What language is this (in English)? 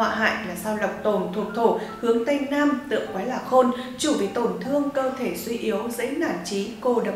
Vietnamese